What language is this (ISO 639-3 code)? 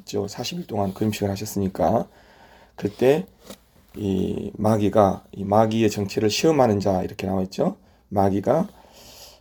kor